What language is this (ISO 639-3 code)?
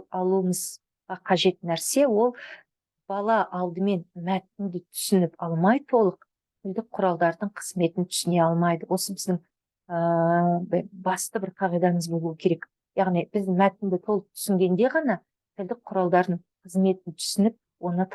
kaz